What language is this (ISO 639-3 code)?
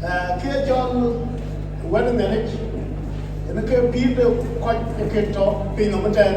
din